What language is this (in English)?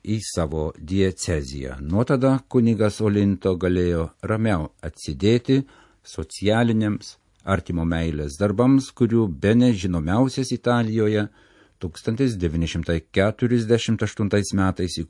Lithuanian